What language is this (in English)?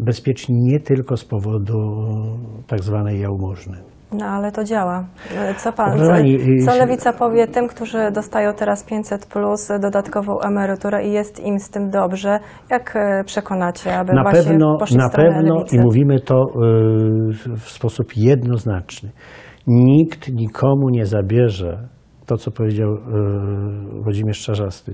Polish